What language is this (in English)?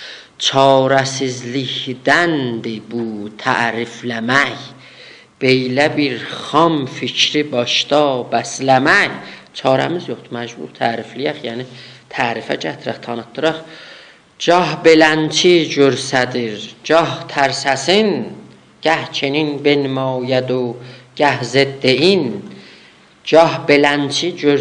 South Azerbaijani